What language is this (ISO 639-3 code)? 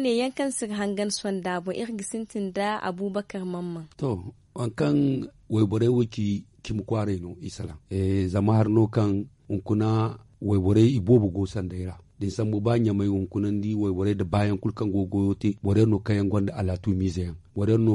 dje